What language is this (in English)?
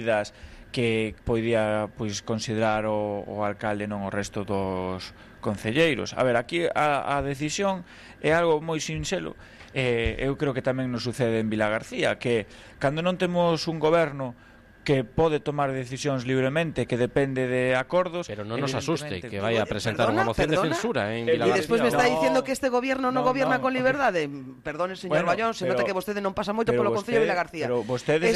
Galician